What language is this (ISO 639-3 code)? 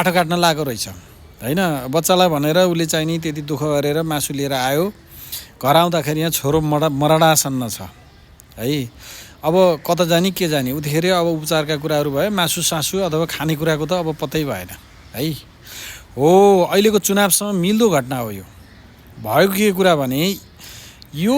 nep